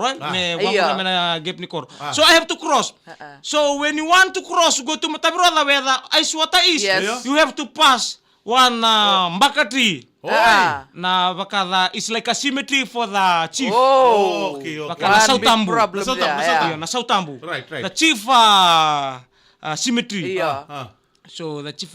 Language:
Fijian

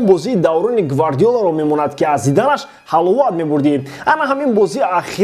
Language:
Tajik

